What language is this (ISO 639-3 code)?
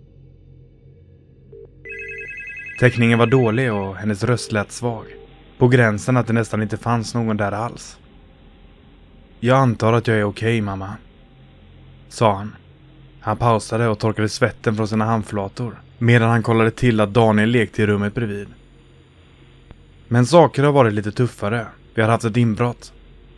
swe